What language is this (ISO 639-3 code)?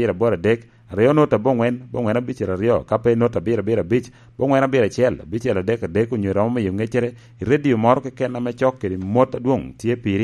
laj